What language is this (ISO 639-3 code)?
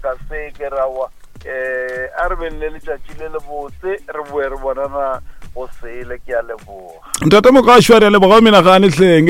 nso